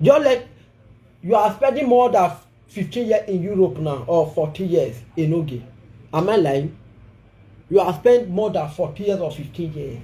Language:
Nigerian Pidgin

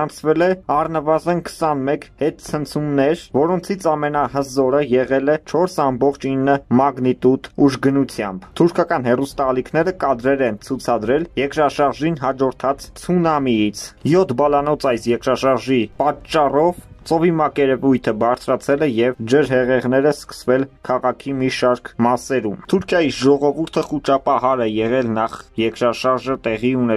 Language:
Armenian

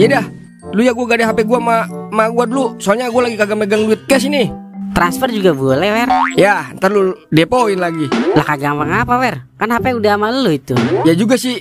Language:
Betawi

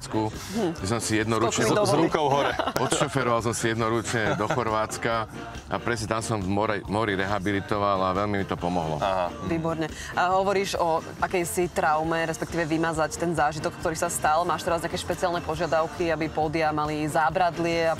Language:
Slovak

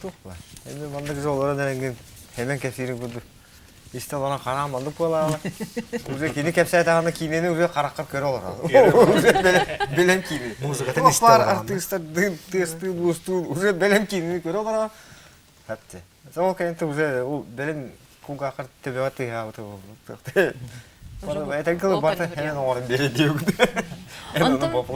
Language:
Yakut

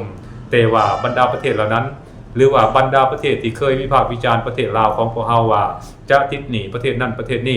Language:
Lao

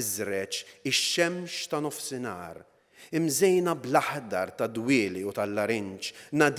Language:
Maltese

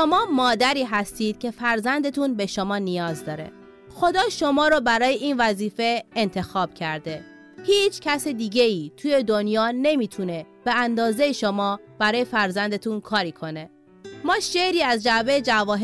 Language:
Persian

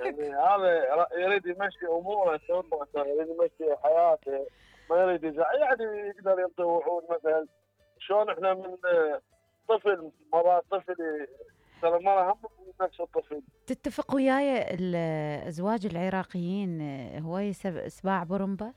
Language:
Mesopotamian Arabic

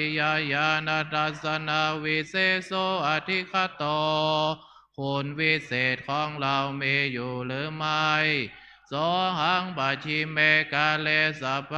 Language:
Pali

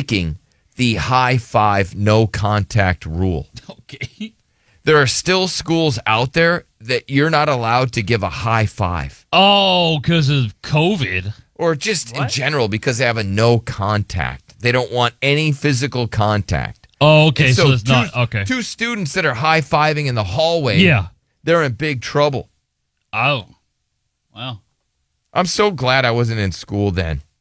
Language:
English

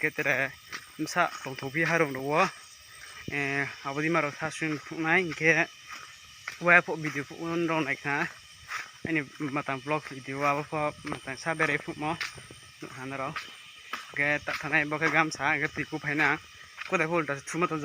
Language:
Riang (India)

